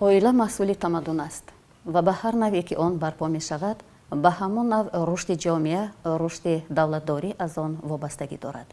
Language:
Tajik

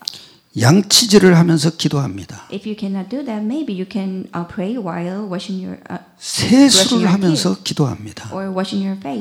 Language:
Korean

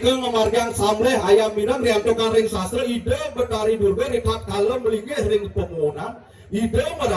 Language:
Balinese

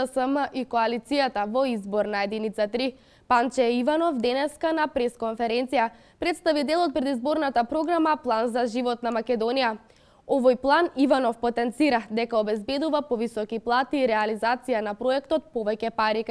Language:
Macedonian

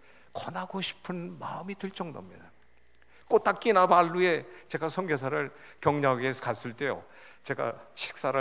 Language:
Korean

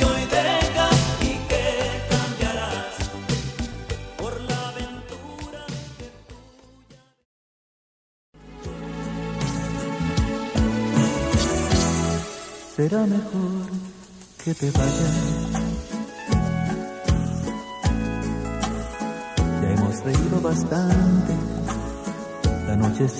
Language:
Spanish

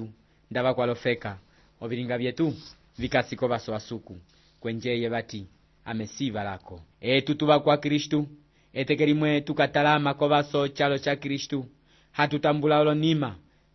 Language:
Umbundu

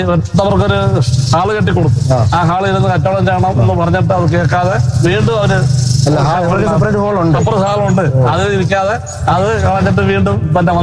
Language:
Malayalam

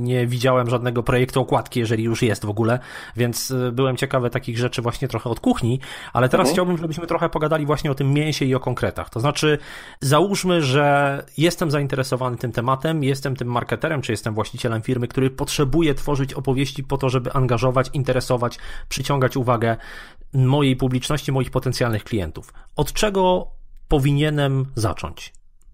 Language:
Polish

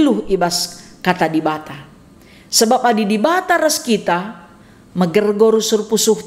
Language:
Batak Karo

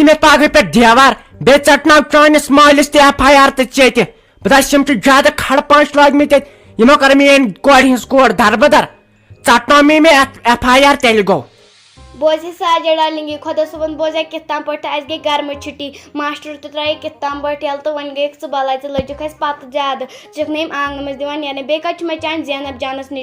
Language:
Kashmiri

